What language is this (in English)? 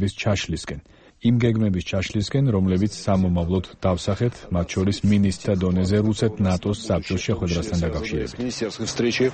Georgian